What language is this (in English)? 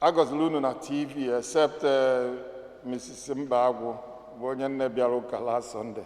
Igbo